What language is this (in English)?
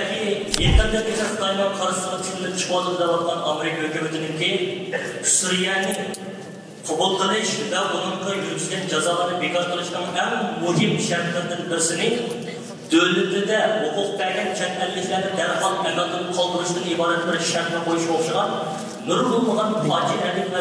Uyghur